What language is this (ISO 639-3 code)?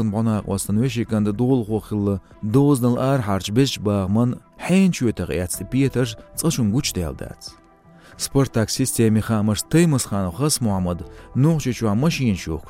che